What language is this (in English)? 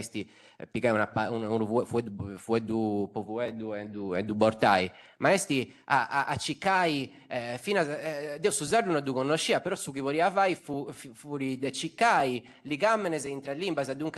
Sardinian